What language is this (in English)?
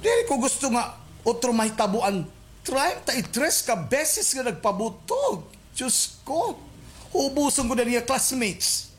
Waray